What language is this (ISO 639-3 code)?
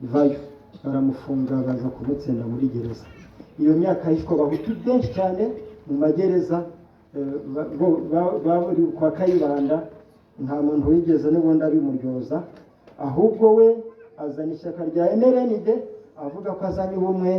kin